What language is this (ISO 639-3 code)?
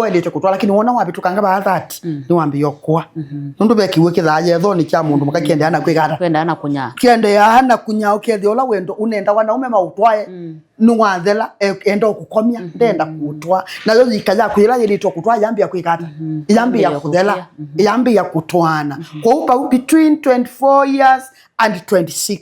kam